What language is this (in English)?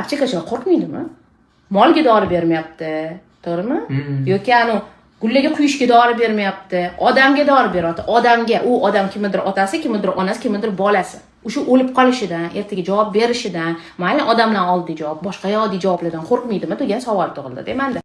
Uzbek